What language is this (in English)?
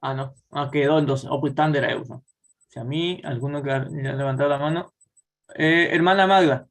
Guarani